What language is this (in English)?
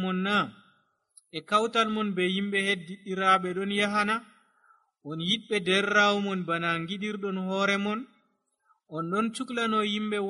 Nigerian Fulfulde